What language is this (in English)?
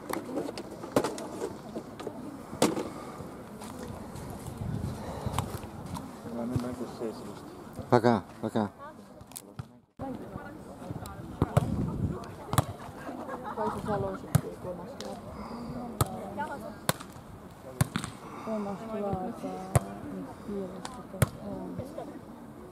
Estonian